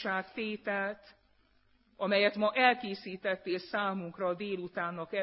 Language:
Hungarian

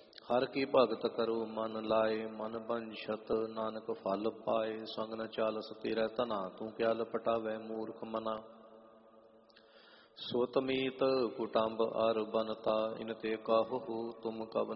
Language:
Punjabi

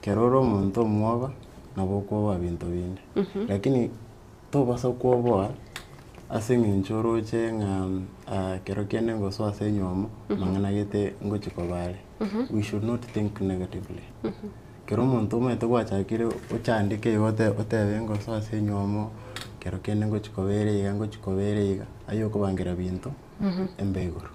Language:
Gusii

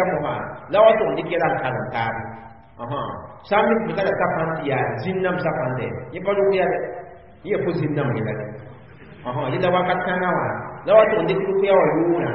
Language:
Mossi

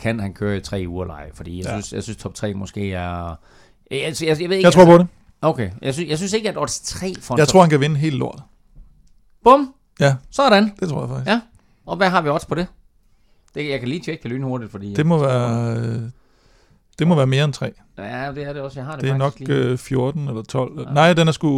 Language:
Danish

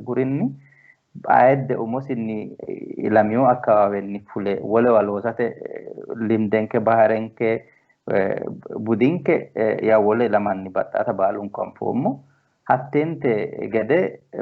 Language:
Sidamo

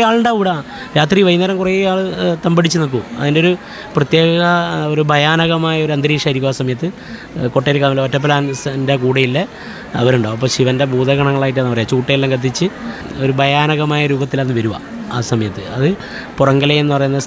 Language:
Malayalam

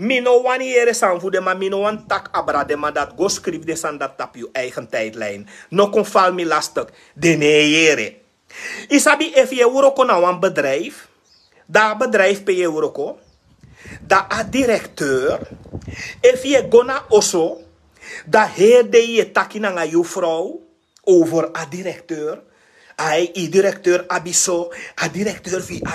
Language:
Sranan Tongo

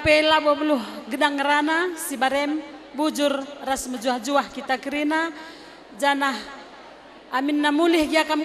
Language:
Batak Karo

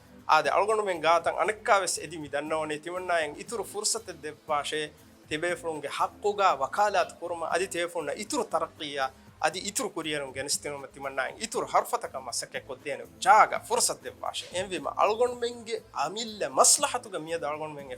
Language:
Divehi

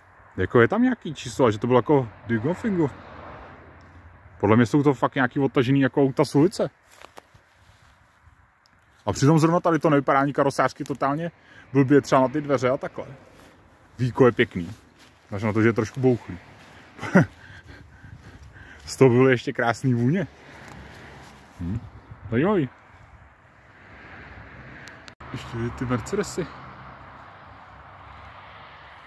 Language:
Czech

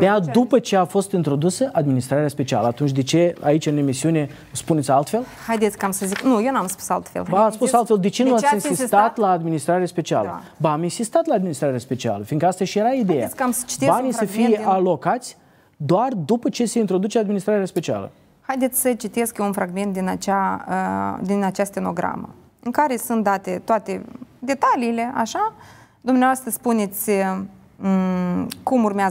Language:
Romanian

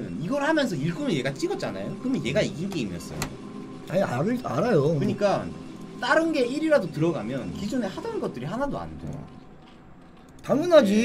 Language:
Korean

